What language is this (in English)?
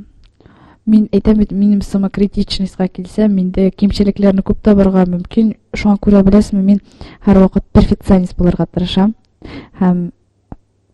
Tatar